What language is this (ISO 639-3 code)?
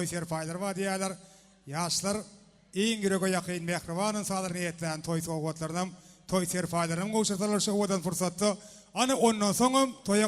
tuk